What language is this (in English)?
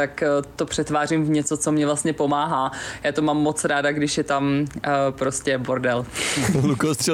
Czech